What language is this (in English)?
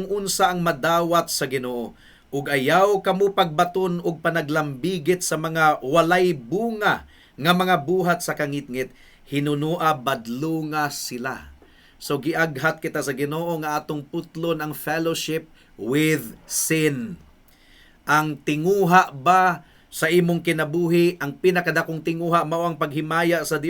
Cebuano